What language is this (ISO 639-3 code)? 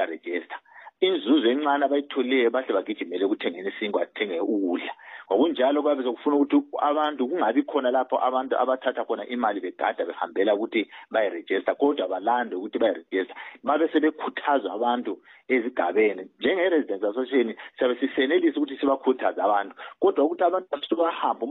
nde